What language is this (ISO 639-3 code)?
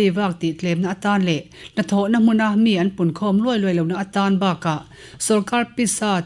lus